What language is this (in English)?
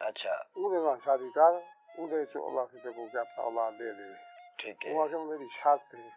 Saraiki